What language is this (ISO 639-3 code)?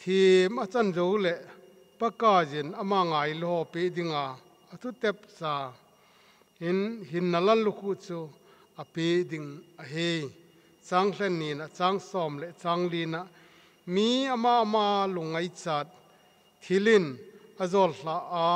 tcz